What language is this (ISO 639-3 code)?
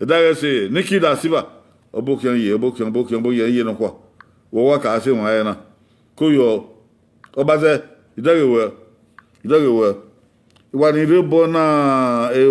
bin